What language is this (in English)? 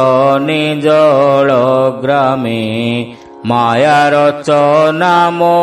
Odia